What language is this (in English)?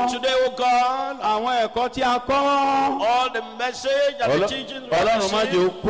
Yoruba